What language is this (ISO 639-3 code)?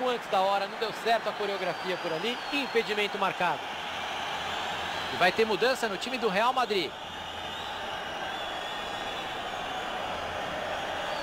por